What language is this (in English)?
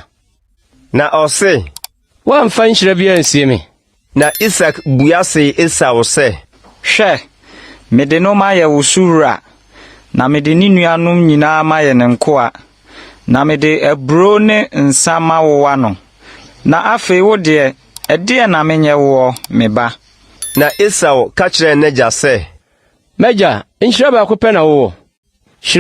Akan